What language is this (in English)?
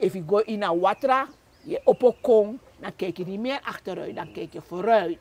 Sranan Tongo